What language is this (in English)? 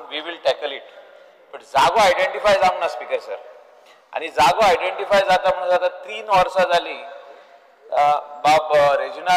Konkani